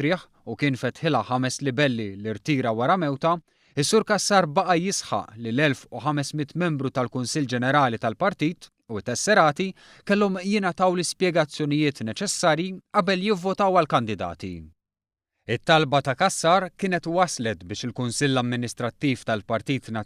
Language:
Maltese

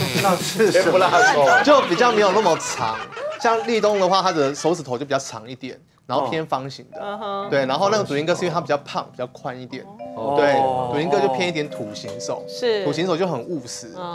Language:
Chinese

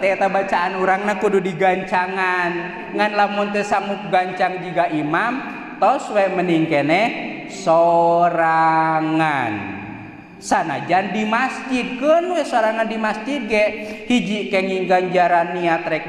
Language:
Sundanese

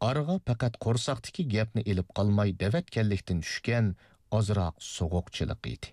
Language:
Uyghur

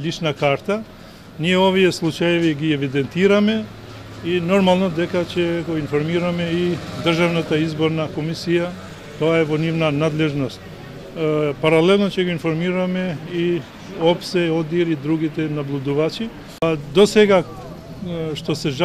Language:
Macedonian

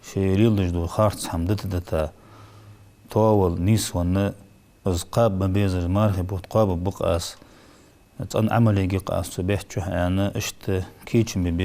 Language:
Ingush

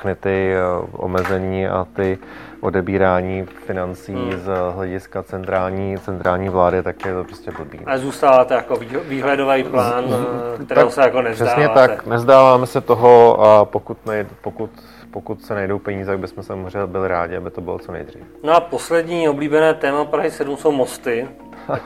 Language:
Czech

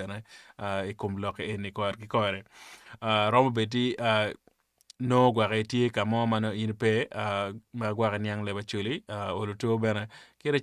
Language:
Acoli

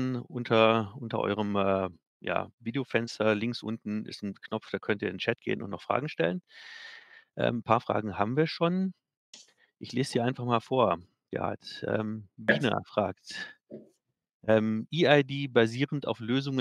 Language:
German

